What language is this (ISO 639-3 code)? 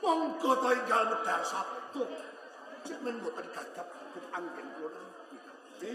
jav